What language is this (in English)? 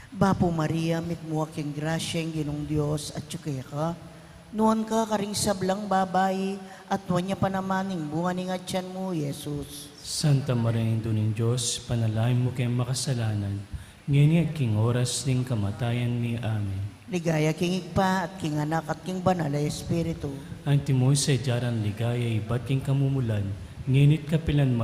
Pampanga